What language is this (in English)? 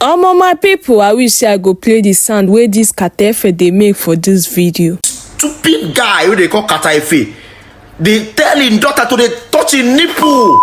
Nigerian Pidgin